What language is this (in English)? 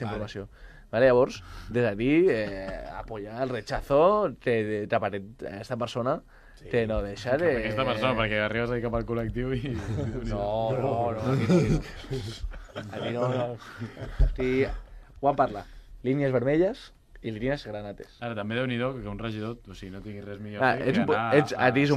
Catalan